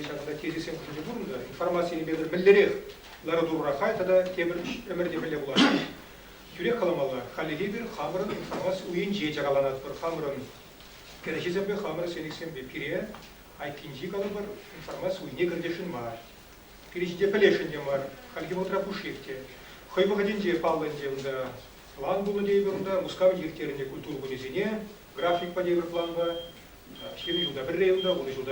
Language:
Chuvash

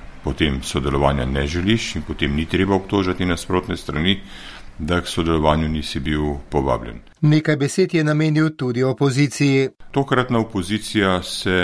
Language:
Slovenian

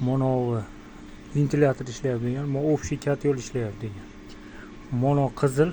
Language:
Uzbek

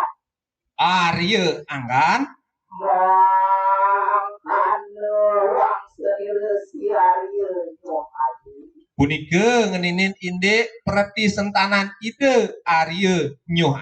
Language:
Balinese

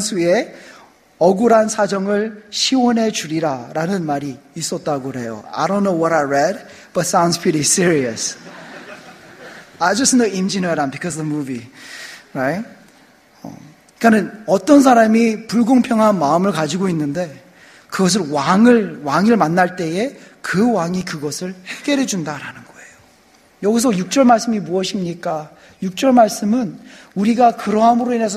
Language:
Korean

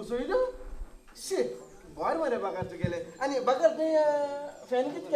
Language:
Konkani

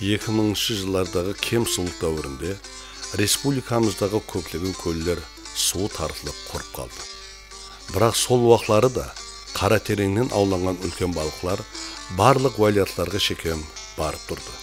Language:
Kara-Kalpak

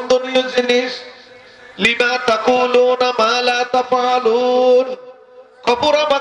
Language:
Rohingya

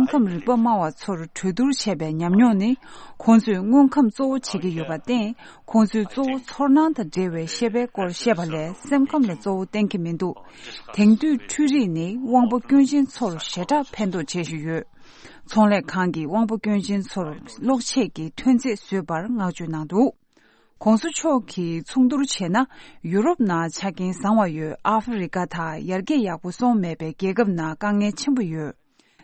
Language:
Tibetan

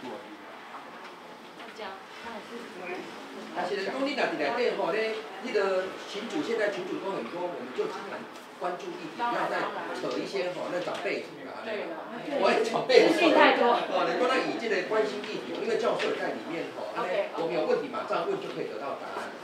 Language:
Chinese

